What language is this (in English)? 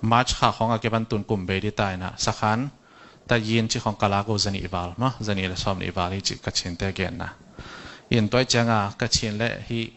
Tedim Chin